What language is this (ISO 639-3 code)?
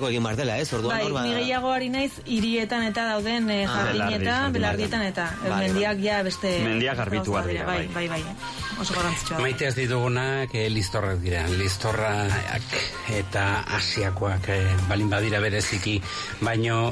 eus